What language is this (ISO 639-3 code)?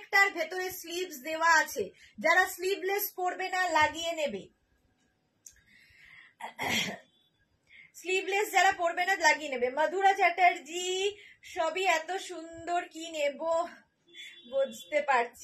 ben